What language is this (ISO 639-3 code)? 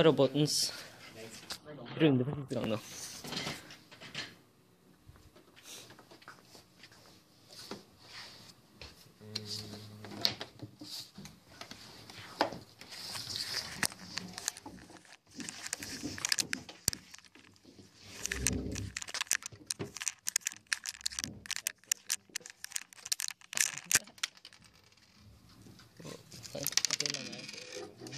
nor